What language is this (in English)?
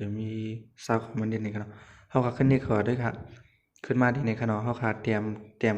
Shan